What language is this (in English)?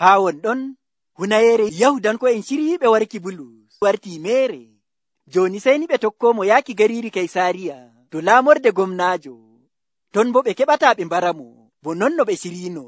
Nigerian Fulfulde